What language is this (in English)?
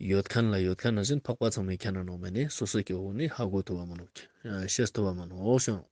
Ladakhi